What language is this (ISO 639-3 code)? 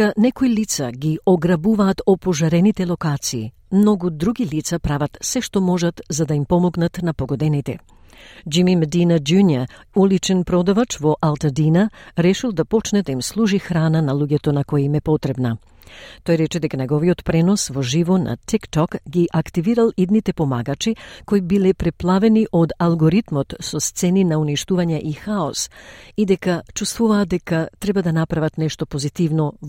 mkd